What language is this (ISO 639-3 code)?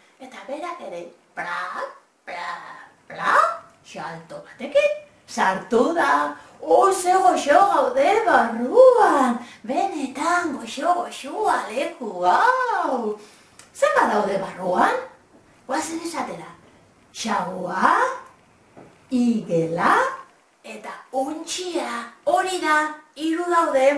eus